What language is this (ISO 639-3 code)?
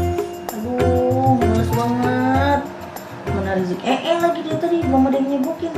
bew